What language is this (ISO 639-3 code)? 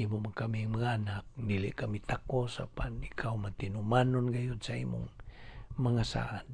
ceb